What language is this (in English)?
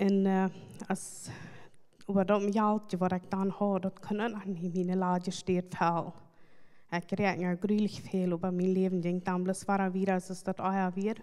Plautdietsch